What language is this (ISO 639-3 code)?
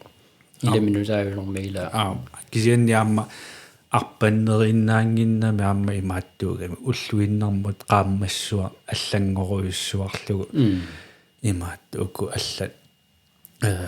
kal